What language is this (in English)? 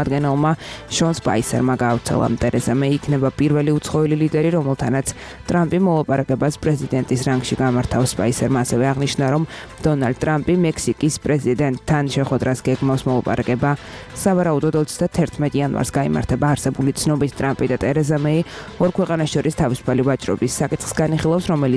Georgian